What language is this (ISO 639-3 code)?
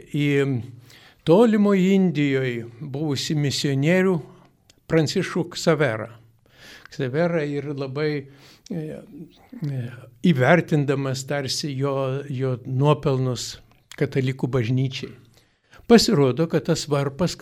lit